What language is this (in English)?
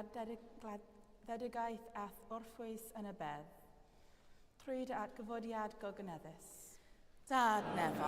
Welsh